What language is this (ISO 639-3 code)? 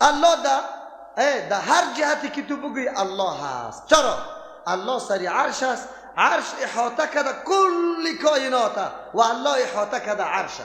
fas